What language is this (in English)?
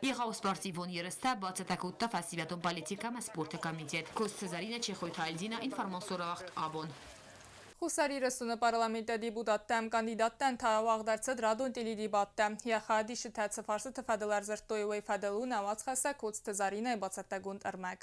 Ossetic